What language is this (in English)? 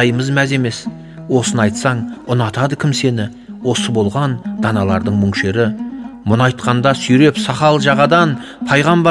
Kazakh